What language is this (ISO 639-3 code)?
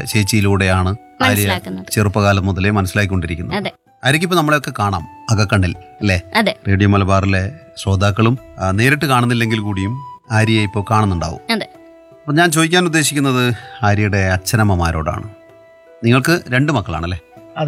mal